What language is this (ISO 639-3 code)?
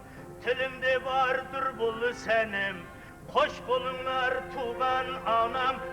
kaa